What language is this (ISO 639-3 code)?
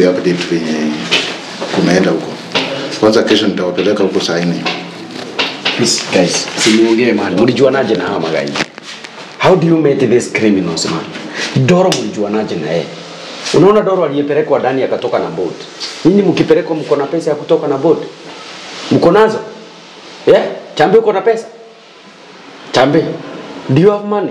swa